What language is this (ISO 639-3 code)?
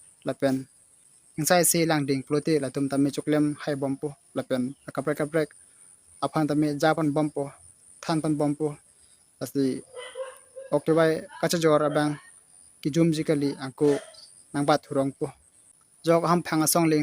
mjw